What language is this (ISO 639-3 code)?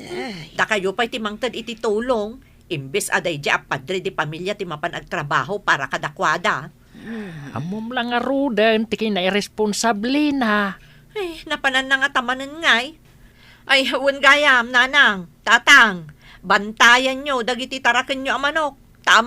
ilo